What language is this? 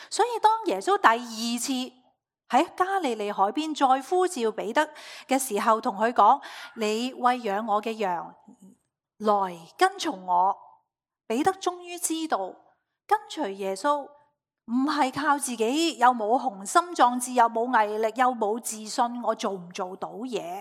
Cantonese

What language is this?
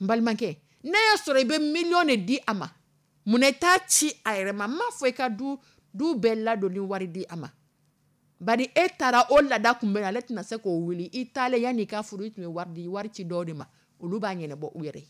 Dyula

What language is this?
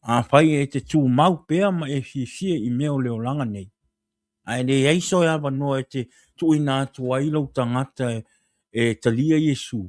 Samoan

